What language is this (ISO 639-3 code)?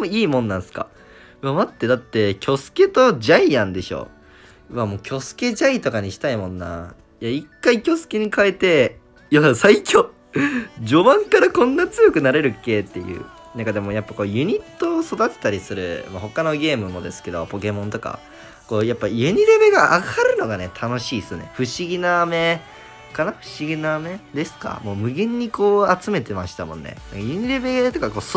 jpn